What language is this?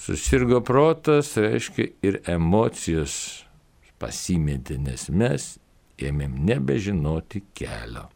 Lithuanian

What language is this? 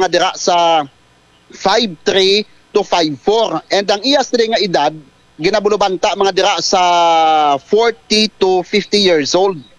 Hiligaynon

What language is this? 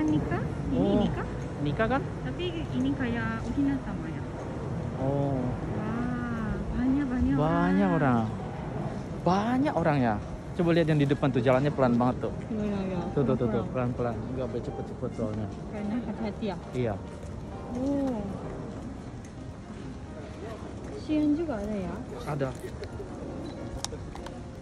Indonesian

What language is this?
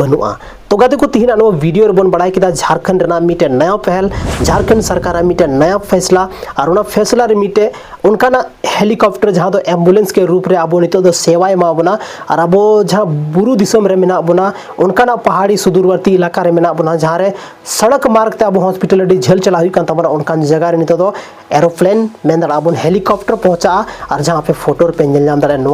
Santali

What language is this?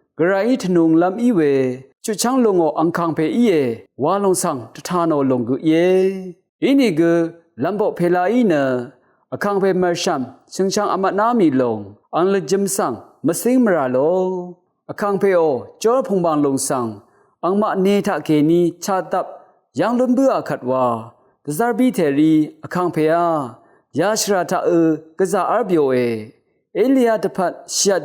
Rawang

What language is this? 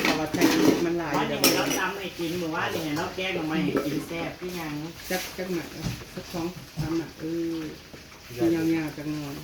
Northeastern Thai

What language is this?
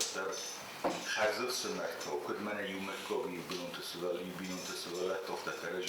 Ossetic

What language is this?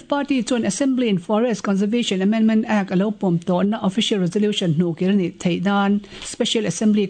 Mizo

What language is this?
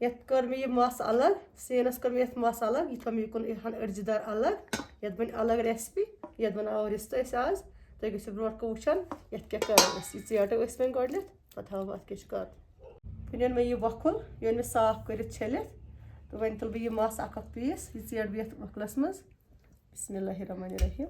Kashmiri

